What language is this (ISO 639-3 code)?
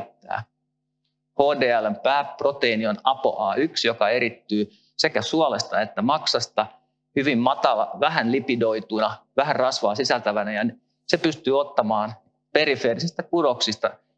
fin